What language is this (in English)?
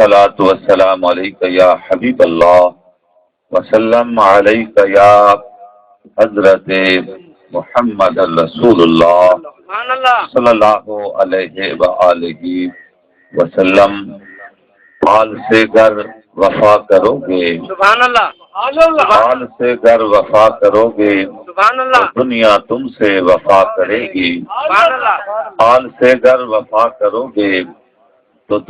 Saraiki